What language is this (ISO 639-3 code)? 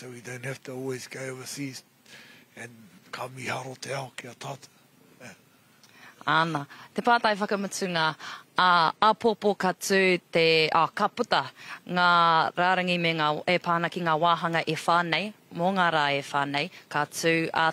mri